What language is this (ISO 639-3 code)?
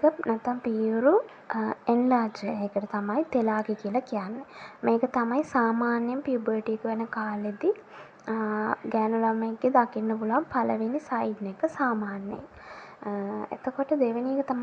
sin